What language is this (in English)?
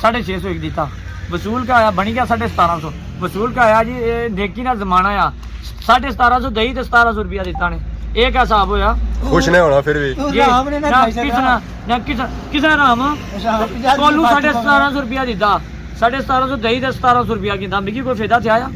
Pahari-Potwari